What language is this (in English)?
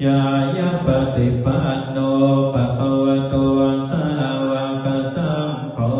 Pali